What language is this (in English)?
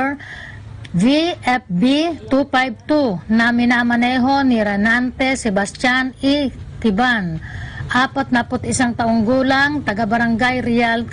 Filipino